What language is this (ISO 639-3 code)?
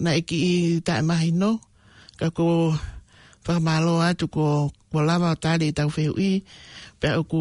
ton